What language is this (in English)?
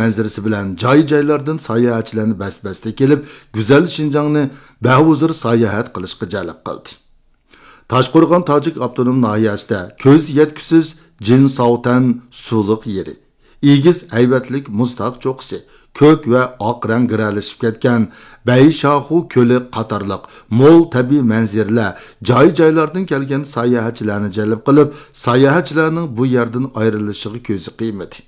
Uyghur